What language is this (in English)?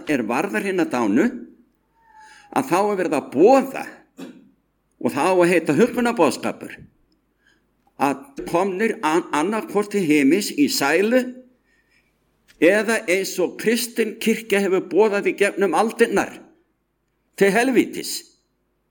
Icelandic